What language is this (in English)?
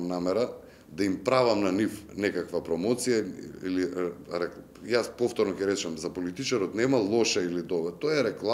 Macedonian